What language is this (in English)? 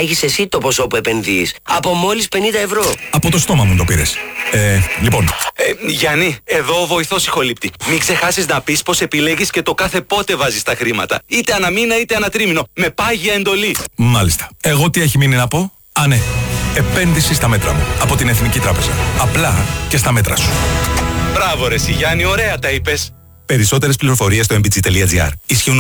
Greek